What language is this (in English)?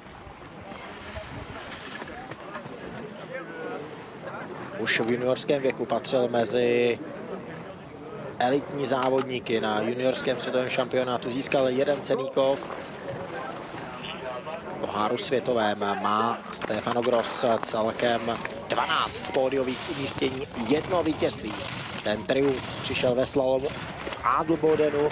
Czech